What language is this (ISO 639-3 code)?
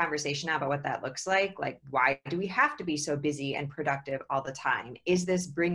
eng